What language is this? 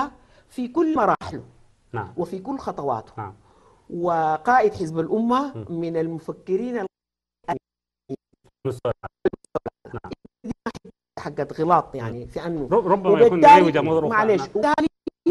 Sudanese Arabic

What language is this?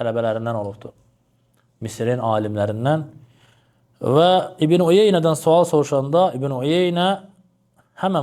Azerbaijani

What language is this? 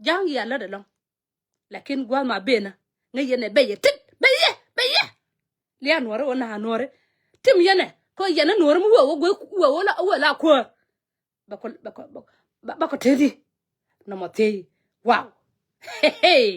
Nuer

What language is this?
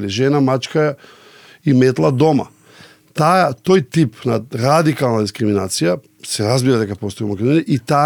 Macedonian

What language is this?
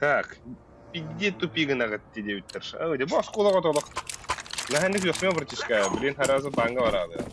Yakut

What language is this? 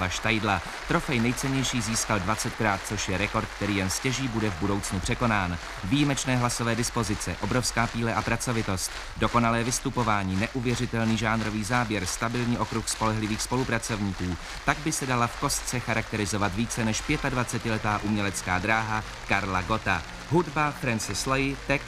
Czech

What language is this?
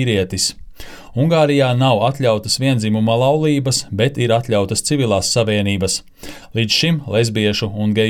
Latvian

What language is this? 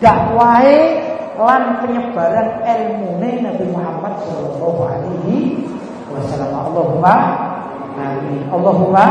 Javanese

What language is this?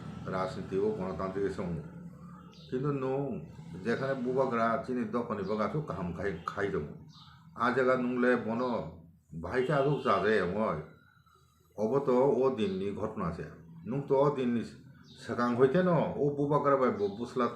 Kok Borok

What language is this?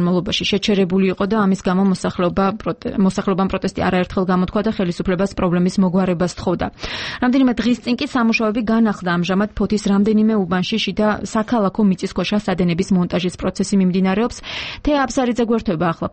Georgian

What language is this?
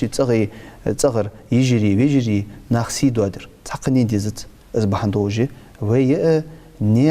Ingush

